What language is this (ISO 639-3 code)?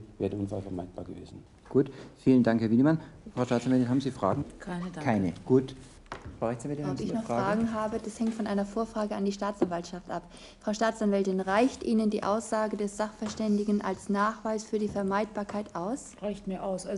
deu